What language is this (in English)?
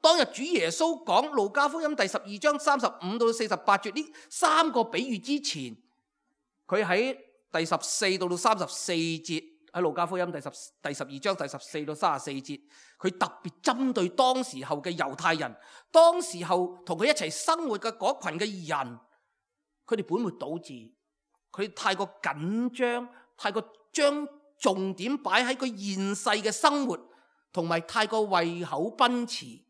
Cantonese